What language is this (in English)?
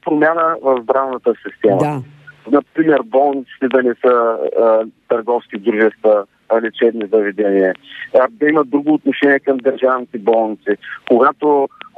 Bulgarian